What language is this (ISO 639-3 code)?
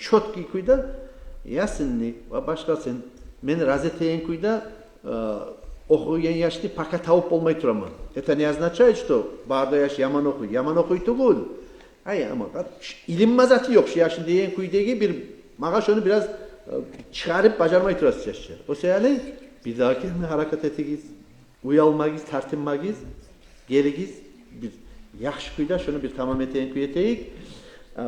kum